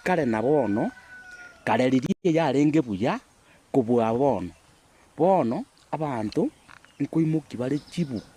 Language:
Gusii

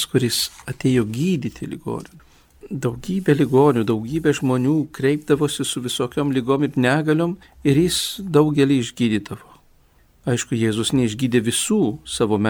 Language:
Lithuanian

